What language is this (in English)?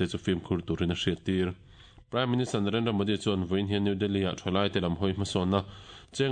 Mizo